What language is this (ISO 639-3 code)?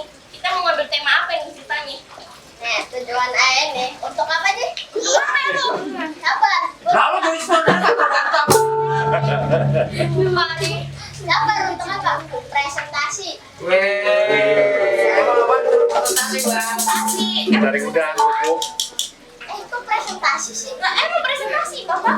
bew